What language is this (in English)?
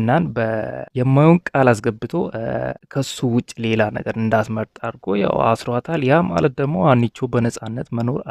Amharic